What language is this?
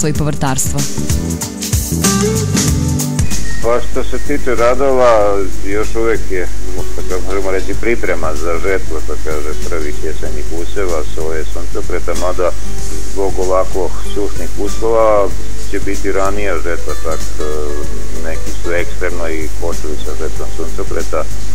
Serbian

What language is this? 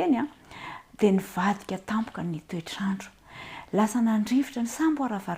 Malagasy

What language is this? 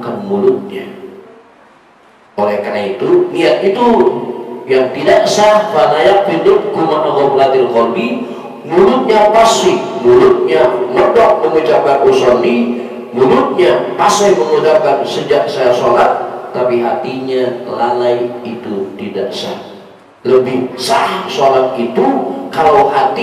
Indonesian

